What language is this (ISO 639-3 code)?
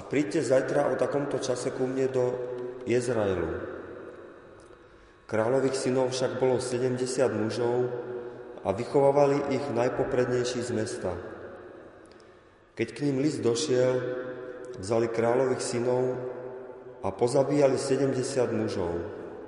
slk